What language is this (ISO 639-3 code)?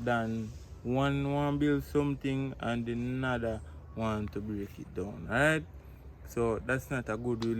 jam